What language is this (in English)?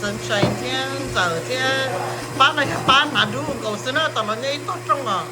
Hmong